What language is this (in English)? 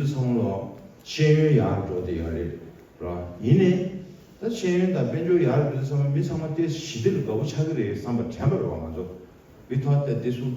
Tibetan